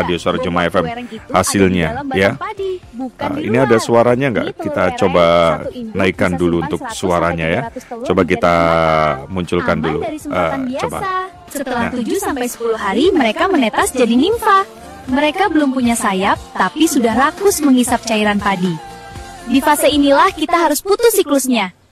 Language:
Indonesian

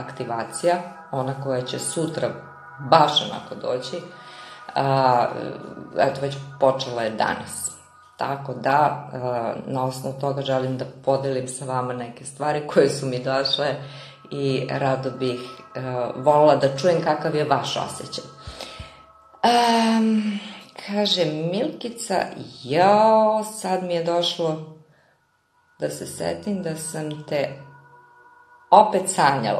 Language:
Serbian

